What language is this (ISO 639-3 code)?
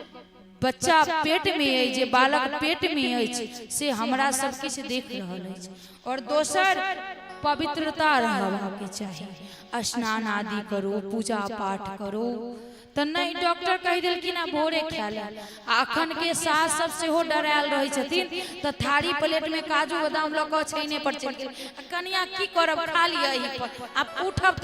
mai